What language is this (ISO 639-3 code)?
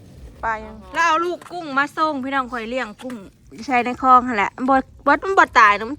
tts